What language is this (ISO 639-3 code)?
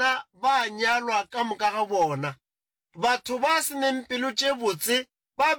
nso